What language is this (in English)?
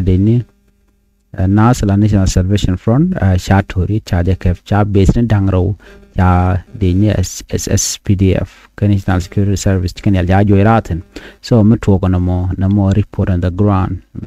Nuer